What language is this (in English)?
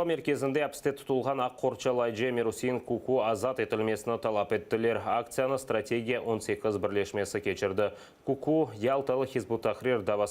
Crimean Tatar